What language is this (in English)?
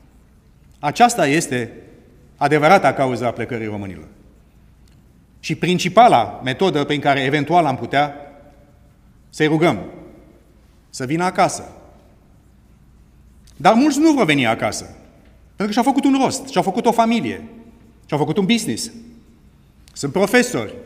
Romanian